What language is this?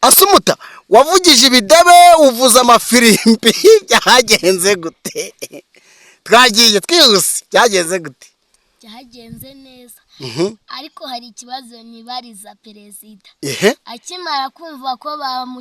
Kinyarwanda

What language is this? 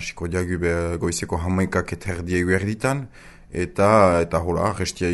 Basque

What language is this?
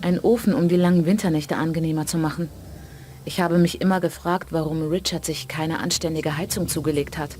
Bavarian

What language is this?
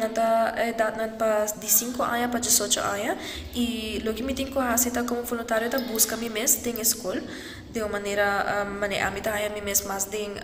Papiamento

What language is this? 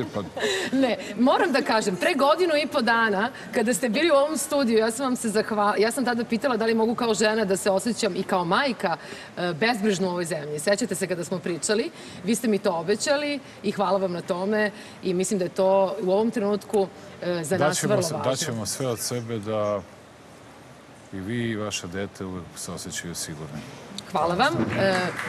Serbian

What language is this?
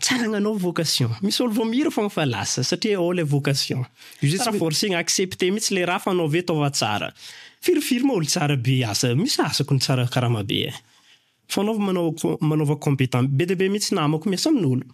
Malagasy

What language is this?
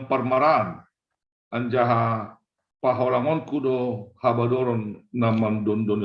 Batak Simalungun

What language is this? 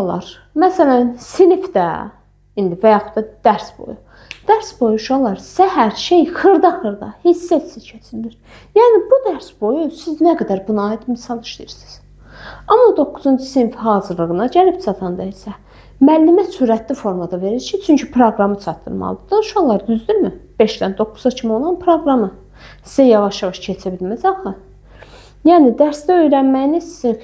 Azerbaijani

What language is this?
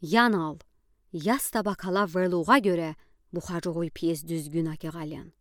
Udi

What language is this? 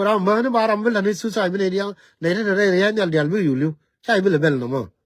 Nuer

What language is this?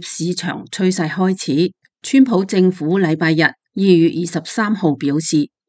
Cantonese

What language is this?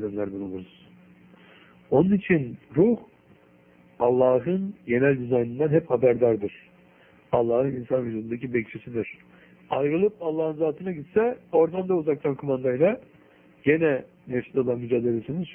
Turkish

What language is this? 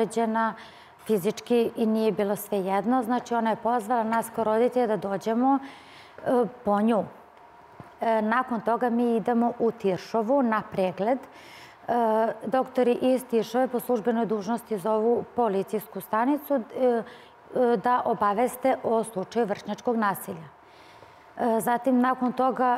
Serbian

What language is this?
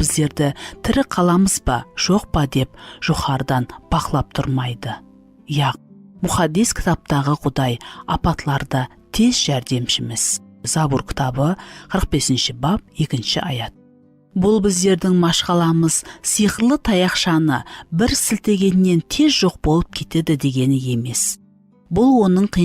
Kara-Kalpak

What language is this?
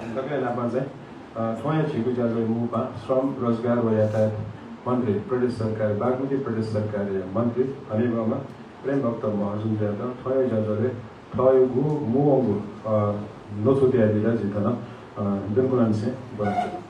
Newari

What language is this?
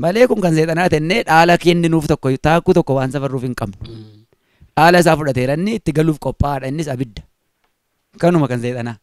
Oromo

